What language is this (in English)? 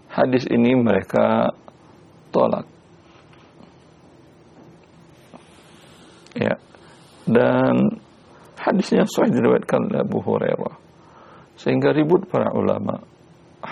Indonesian